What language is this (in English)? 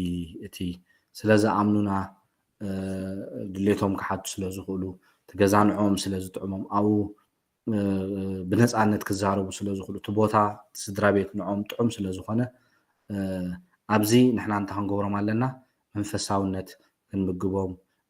Tigrinya